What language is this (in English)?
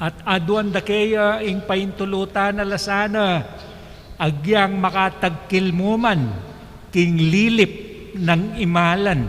Pampanga